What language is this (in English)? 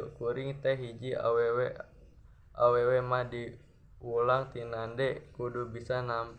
Sundanese